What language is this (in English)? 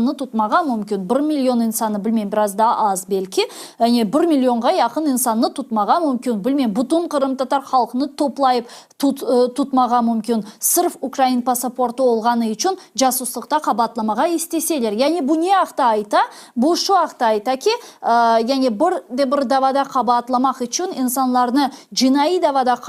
Crimean Tatar